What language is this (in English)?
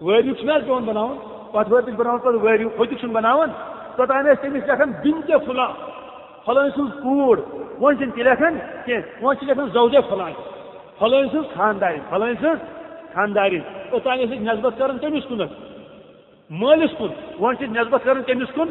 Kashmiri